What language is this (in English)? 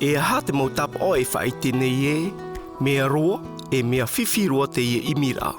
Tahitian